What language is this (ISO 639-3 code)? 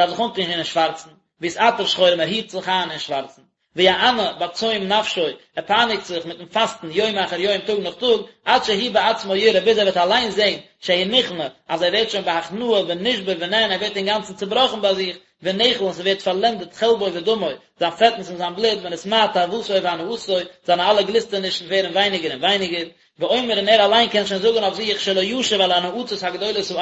yid